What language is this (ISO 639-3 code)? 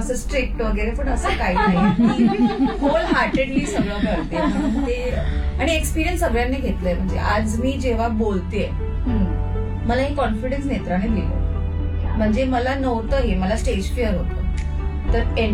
mar